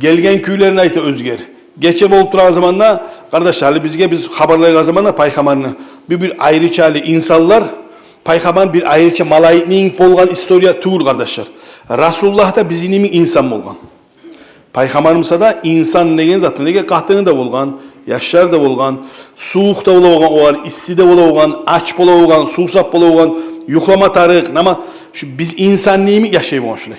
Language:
Kumyk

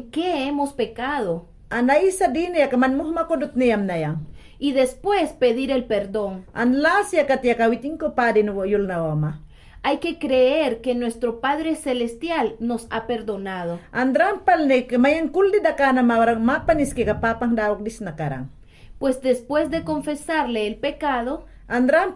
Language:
Mayangna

